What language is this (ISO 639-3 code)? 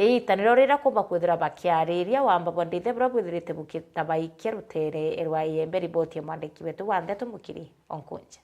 mer